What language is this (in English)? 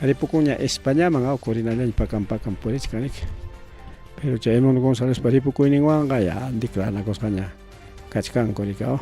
Ayacucho Quechua